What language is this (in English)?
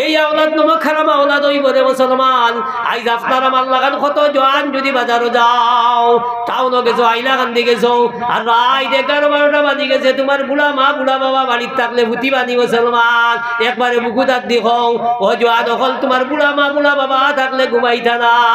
Sylheti